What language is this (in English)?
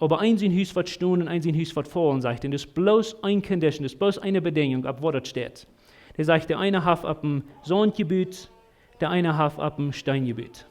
Plautdietsch